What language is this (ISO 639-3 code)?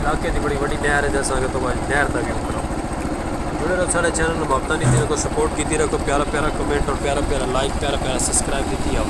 skr